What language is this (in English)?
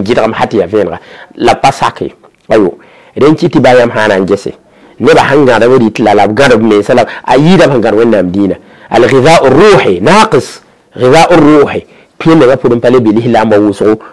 Mossi